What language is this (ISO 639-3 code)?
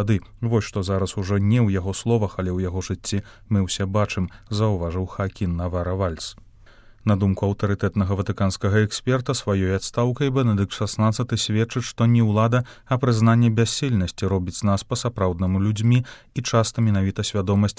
bel